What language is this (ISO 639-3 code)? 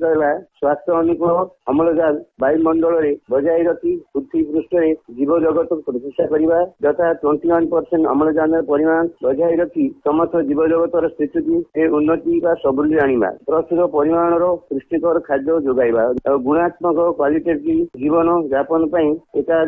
ori